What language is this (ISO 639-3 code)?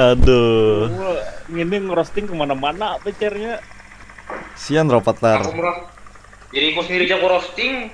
bjn